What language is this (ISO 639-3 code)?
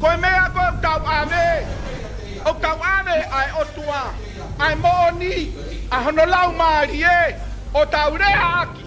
ton